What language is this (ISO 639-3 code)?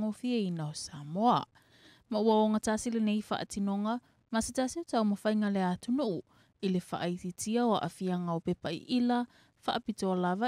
smo